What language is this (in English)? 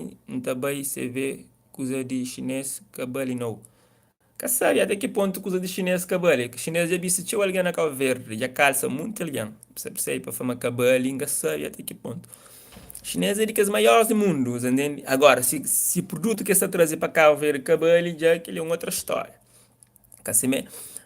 Kabuverdianu